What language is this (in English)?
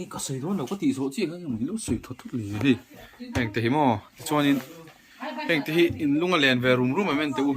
Mizo